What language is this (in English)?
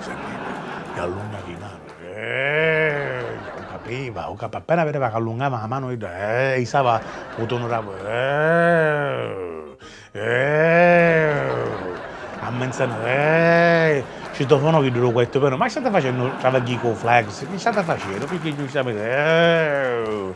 Sicilian